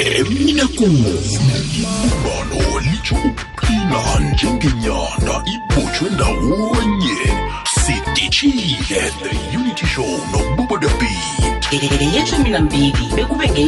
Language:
South Ndebele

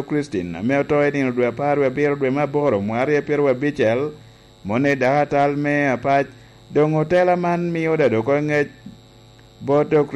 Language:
Lango (Uganda)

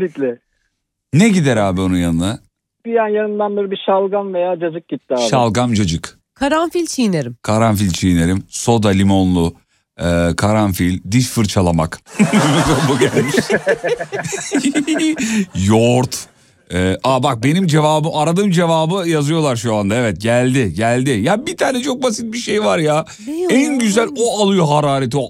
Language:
Turkish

